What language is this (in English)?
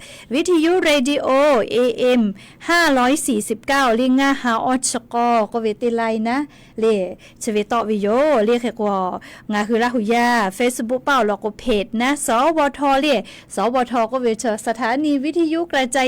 Lahu